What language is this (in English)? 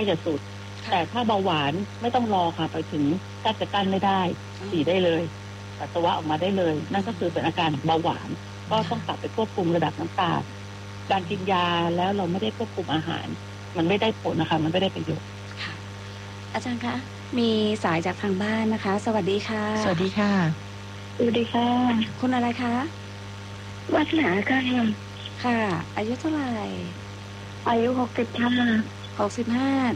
Thai